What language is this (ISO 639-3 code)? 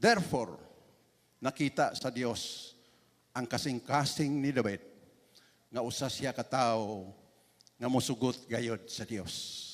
ceb